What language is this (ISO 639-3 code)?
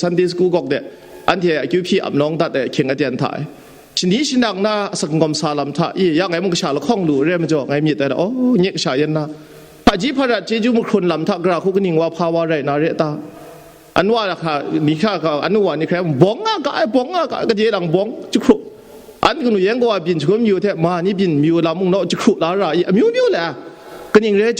kac